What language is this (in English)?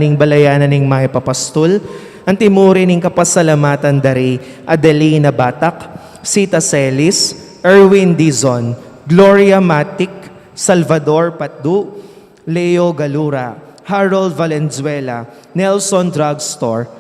Pampanga